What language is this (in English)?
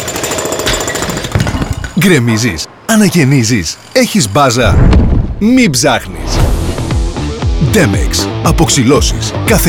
Greek